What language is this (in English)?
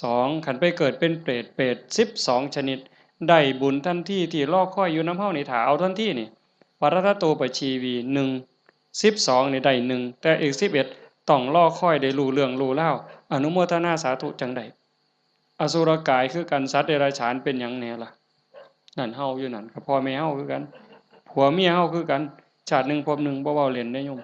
Northeastern Thai